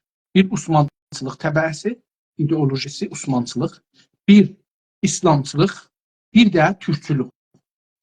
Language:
South Azerbaijani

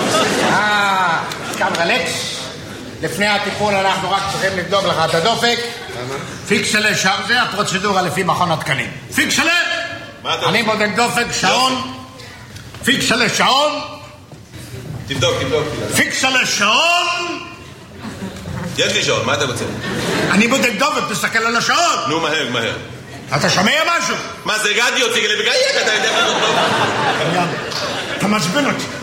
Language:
Hebrew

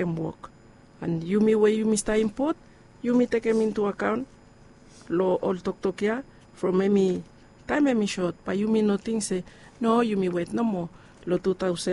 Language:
Bislama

